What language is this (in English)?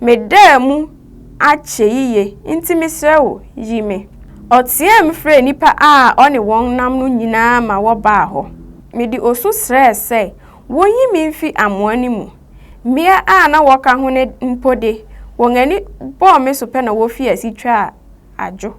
Akan